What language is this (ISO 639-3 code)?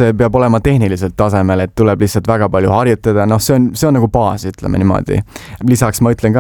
est